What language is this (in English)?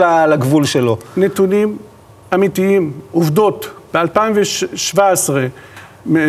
Hebrew